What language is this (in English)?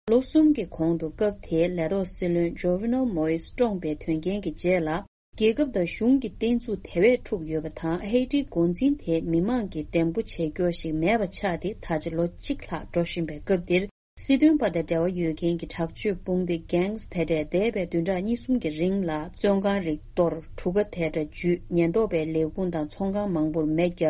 Tibetan